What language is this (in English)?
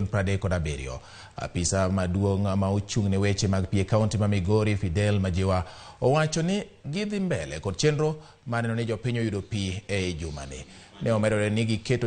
Luo (Kenya and Tanzania)